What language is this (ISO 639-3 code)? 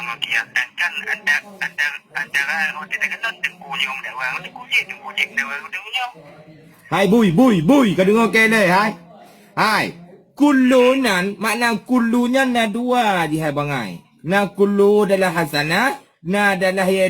ace